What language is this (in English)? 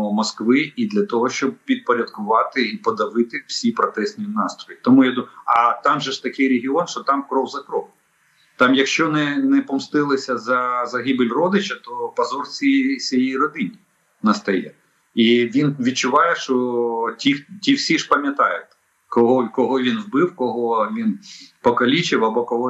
Ukrainian